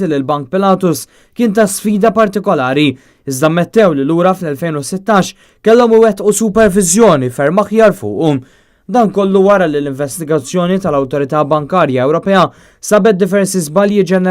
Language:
Maltese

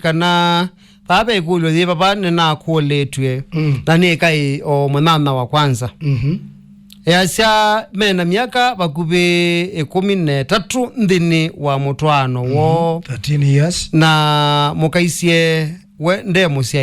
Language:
Kamba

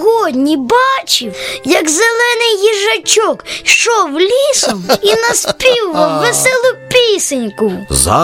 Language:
Ukrainian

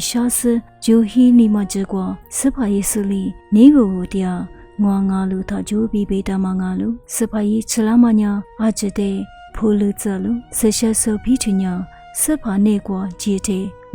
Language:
Lisu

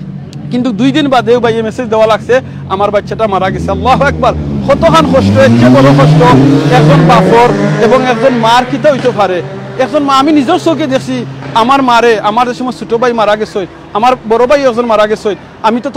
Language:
Sylheti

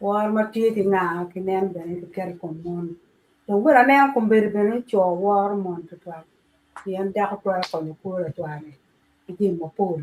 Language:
Acoli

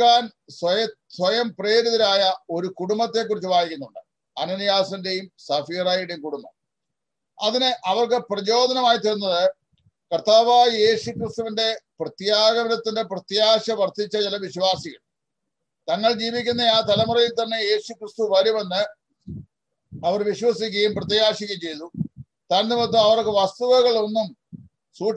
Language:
Malayalam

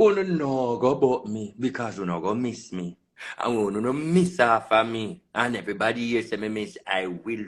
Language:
Jamaican Creole English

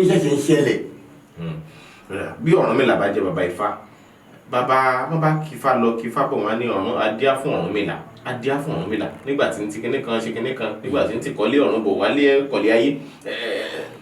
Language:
Yoruba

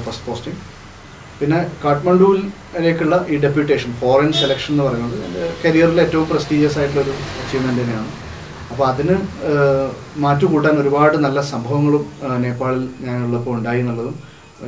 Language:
Malayalam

